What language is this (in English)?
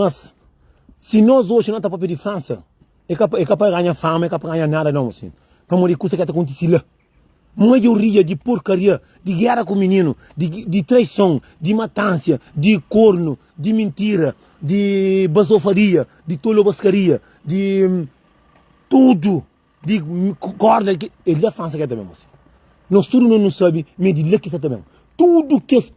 Kabuverdianu